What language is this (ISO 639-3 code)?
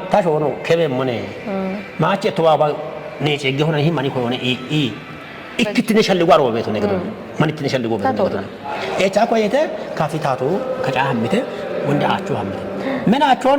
kbr